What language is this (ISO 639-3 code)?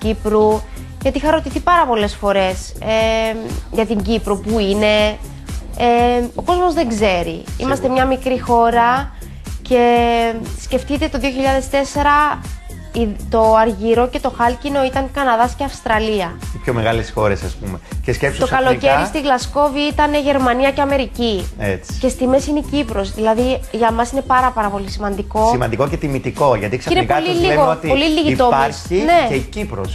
ell